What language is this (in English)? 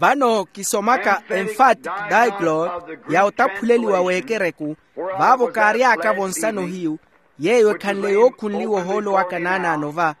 Makhuwa